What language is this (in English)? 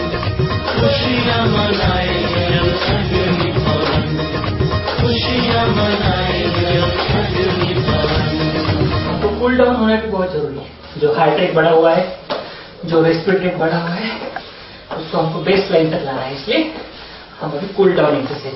Hindi